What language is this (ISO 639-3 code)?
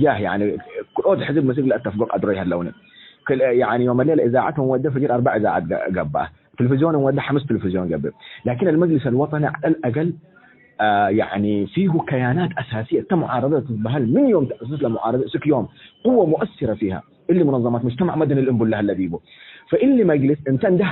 tig